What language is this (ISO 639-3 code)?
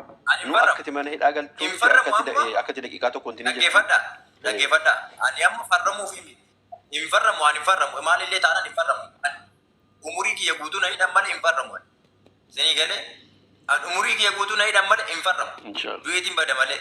orm